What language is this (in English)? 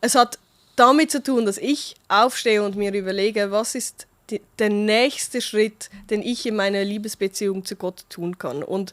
Swiss German